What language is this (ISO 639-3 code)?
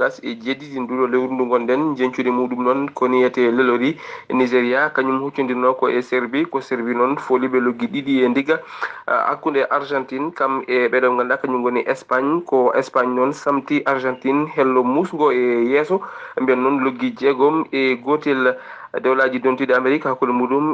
ful